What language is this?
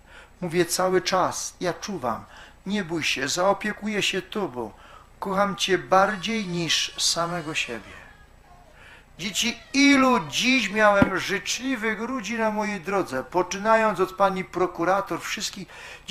Polish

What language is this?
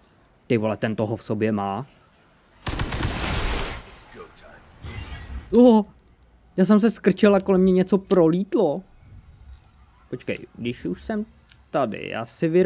Czech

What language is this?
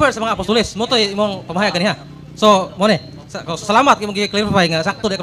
Cebuano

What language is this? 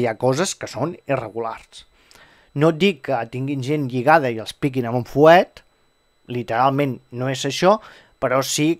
Catalan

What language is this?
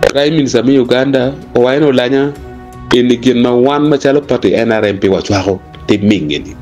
Acoli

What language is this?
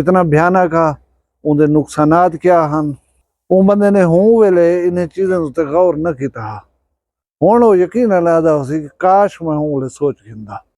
Saraiki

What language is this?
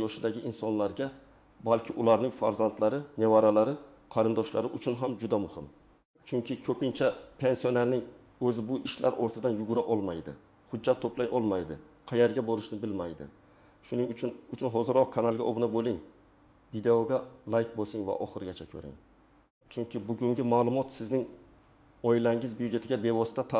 Uzbek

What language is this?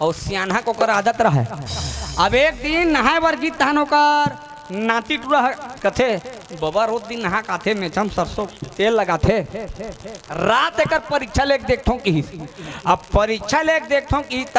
Chhattisgarhi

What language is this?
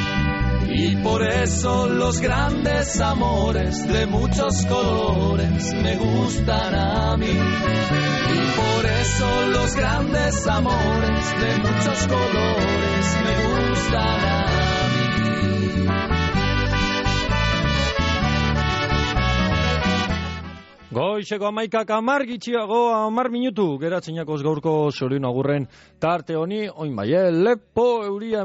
Basque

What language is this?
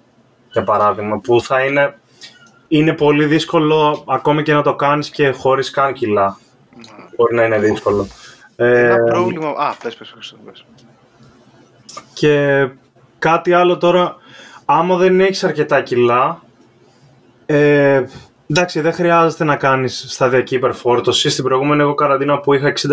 Greek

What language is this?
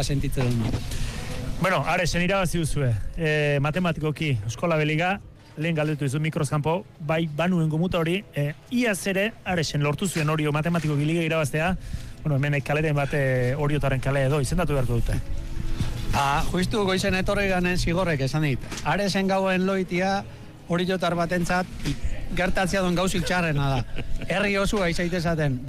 Basque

